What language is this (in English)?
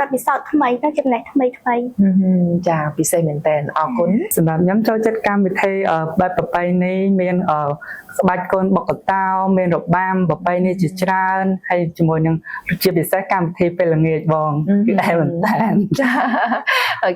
Khmer